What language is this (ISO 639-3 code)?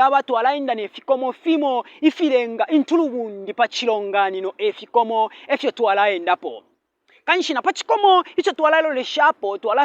bem